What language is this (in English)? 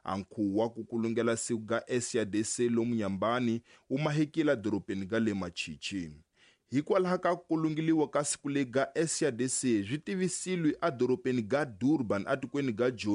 Tsonga